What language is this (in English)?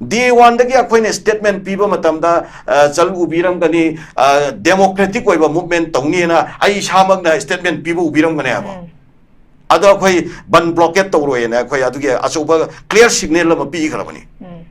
Manipuri